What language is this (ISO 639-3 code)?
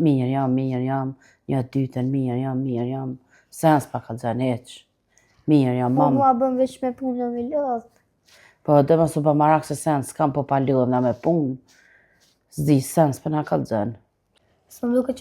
sqi